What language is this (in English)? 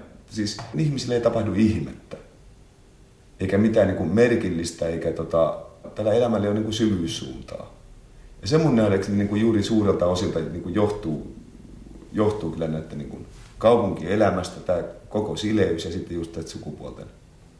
Finnish